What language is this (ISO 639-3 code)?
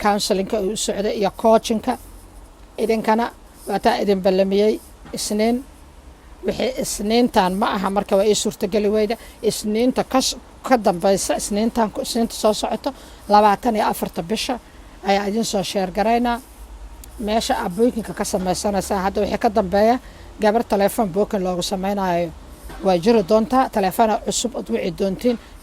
som